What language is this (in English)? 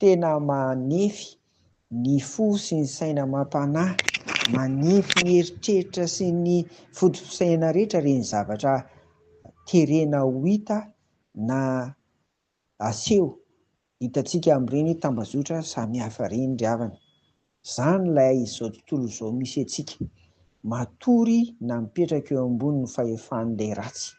Malagasy